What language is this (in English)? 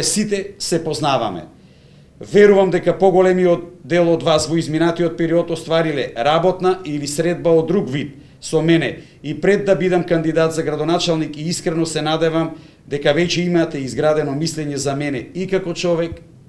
Macedonian